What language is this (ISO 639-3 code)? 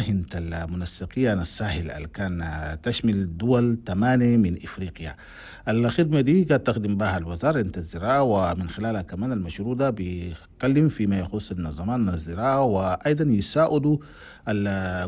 shu